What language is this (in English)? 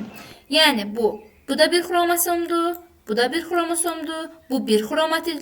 Azerbaijani